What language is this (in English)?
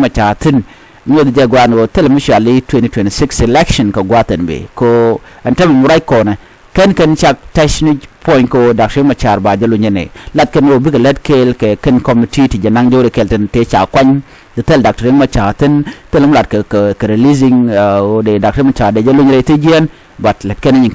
Nuer